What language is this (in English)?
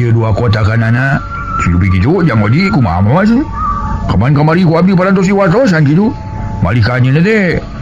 Sundanese